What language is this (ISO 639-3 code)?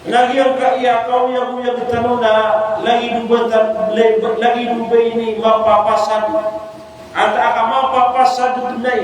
mrw